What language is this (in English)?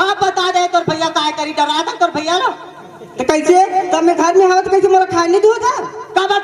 Chhattisgarhi